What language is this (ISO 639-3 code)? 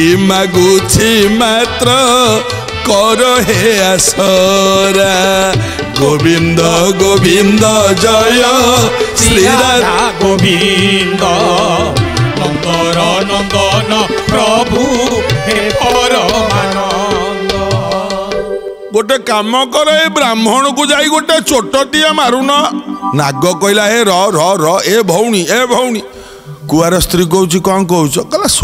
ori